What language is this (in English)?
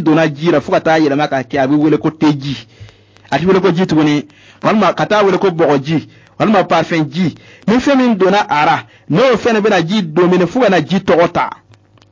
Bambara